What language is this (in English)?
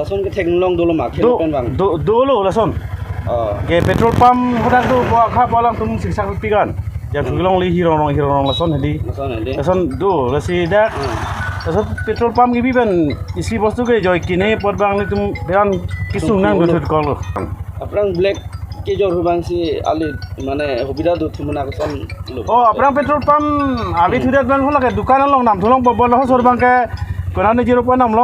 Karbi